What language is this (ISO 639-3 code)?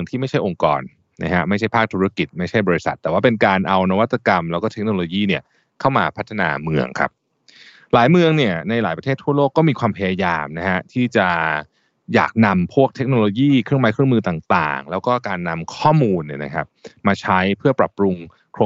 tha